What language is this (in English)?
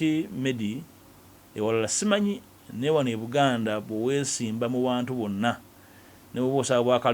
Ganda